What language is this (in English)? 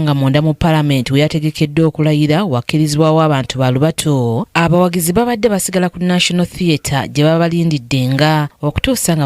Ganda